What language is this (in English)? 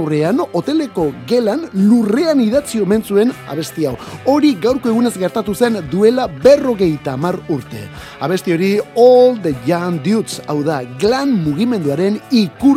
Basque